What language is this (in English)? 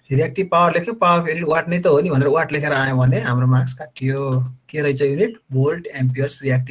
Nepali